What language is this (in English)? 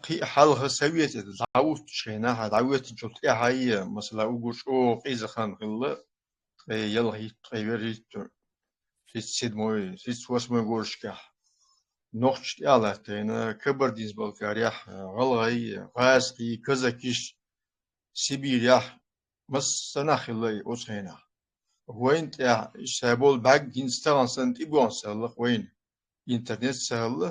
Chechen